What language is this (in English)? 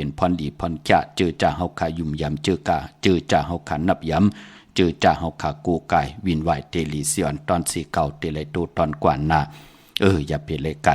Shan